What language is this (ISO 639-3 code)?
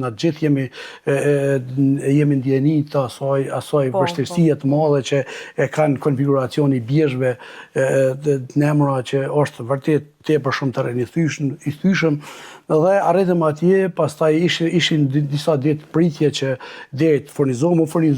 sqi